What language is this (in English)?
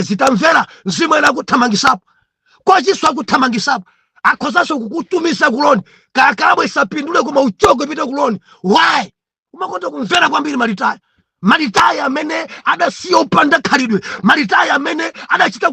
Nyanja